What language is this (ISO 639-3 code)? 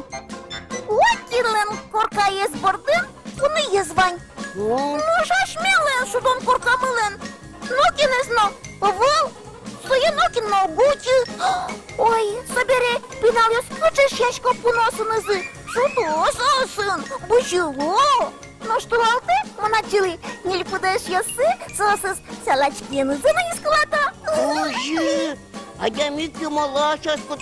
udm